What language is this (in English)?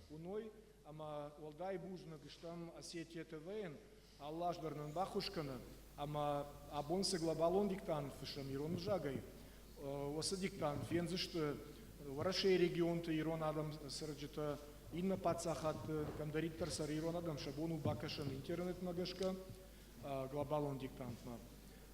Ossetic